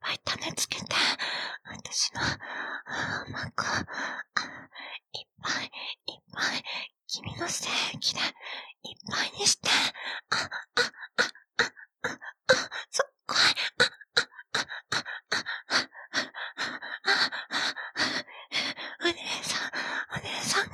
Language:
Japanese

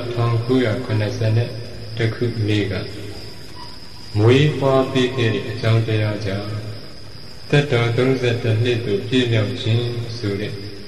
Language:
Burmese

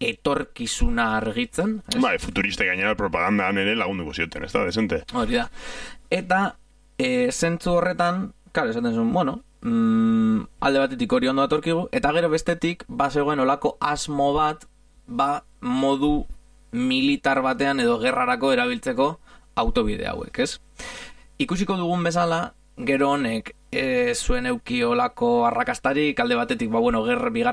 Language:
Basque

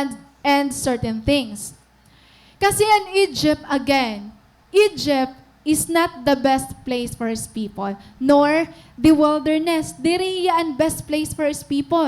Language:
Waray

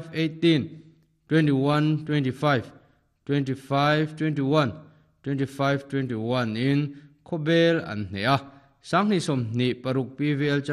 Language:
Mizo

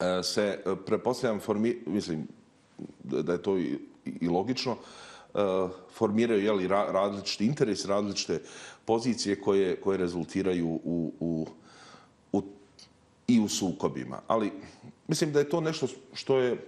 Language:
Bosnian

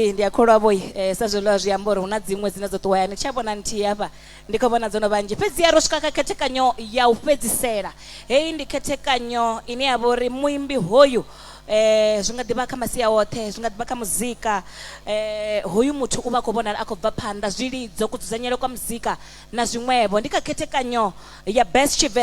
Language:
Venda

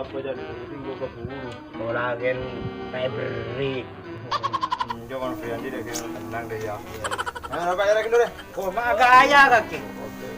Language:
Madurese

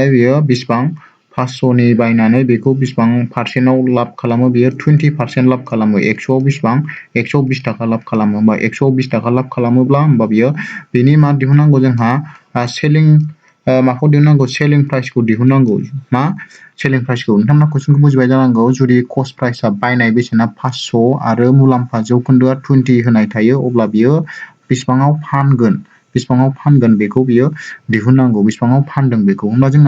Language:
Bodo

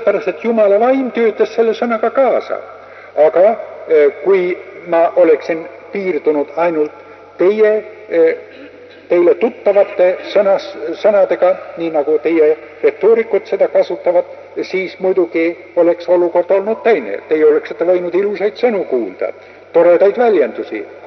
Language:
Estonian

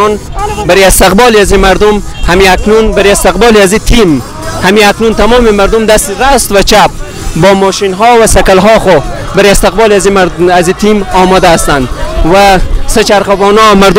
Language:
Persian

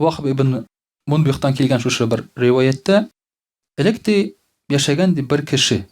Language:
Tatar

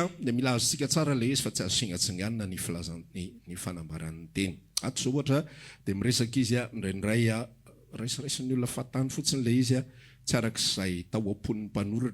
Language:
Malagasy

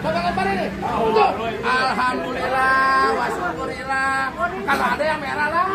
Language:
Betawi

